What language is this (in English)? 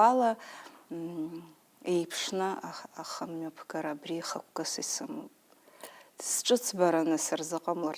Abkhazian